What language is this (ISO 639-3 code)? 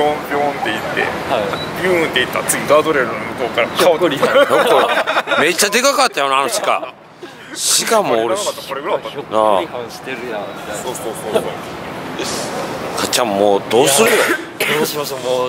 jpn